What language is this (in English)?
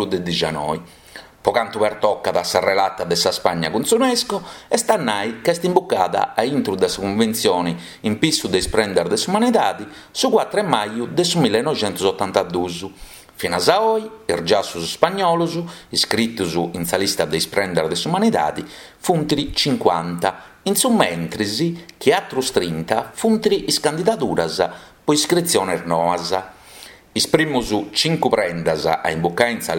Sardinian